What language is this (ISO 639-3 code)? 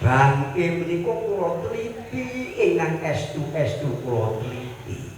jav